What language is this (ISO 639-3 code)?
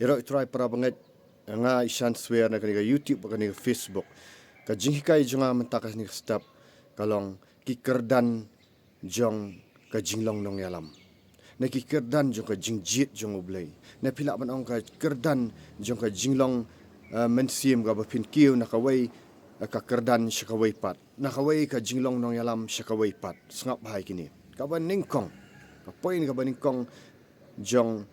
kha